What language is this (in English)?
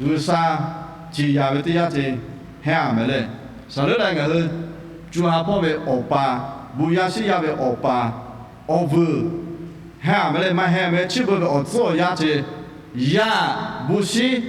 Lahu